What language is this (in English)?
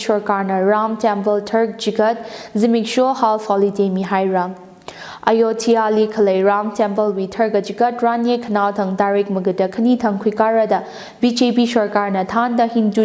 Tangkhul Naga (India)